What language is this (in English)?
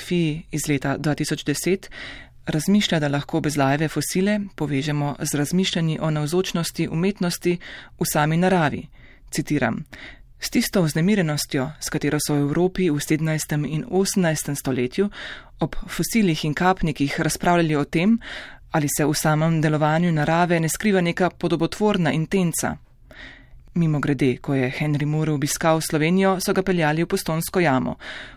Slovenian